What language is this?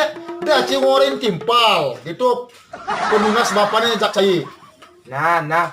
Balinese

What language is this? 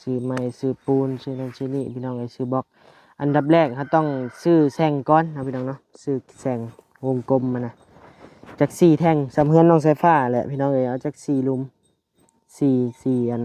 Lao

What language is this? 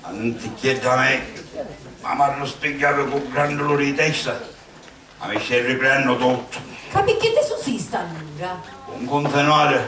Sicilian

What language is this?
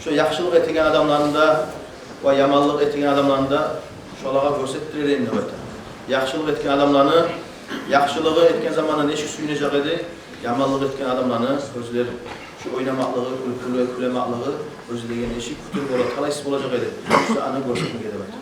Kumyk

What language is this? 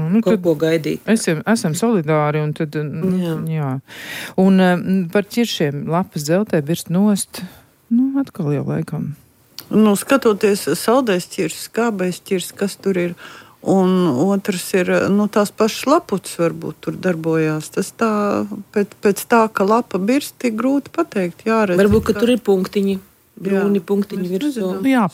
Latvian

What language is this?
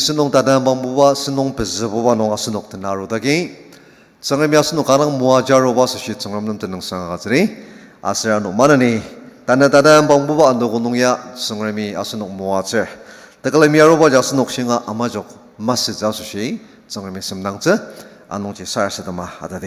Ao Naga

